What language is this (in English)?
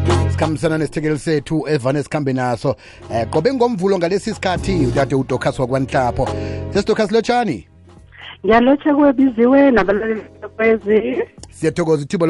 South Ndebele